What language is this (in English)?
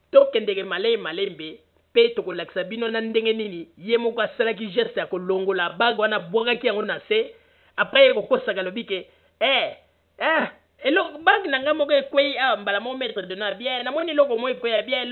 Lingala